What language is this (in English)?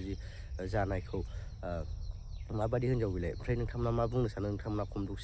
Bodo